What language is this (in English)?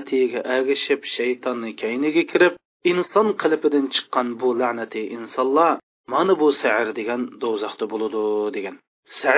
Uyghur